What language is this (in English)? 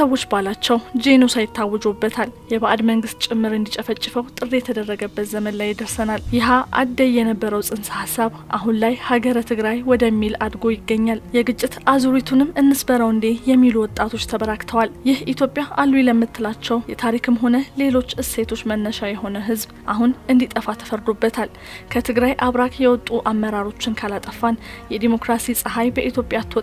Amharic